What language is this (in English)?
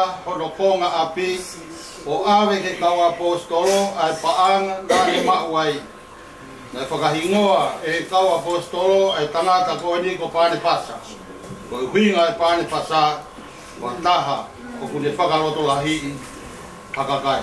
Tongan